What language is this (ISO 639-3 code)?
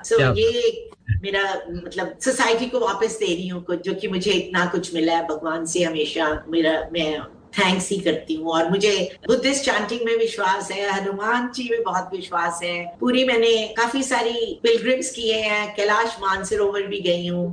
hin